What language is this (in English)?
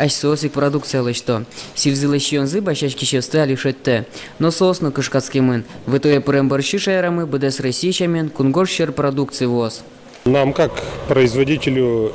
Udmurt